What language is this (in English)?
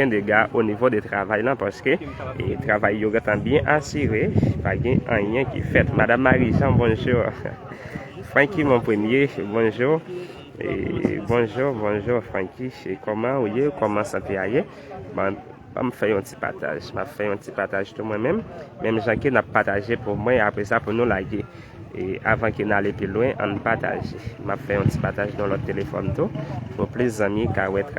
Haitian Creole